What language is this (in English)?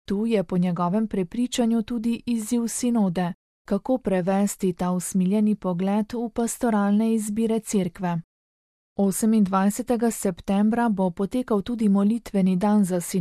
Slovenian